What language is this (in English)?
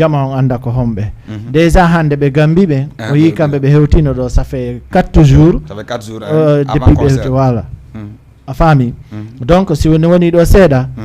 Fula